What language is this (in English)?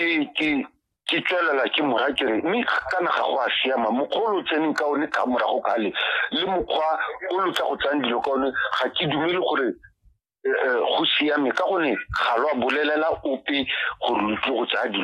Tswana